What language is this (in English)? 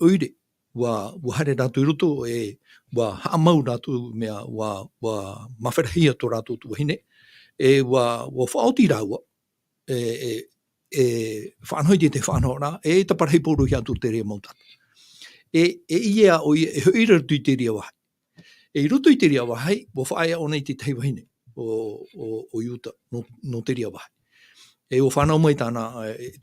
Tahitian